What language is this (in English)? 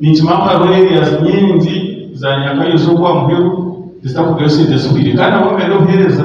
Nyankole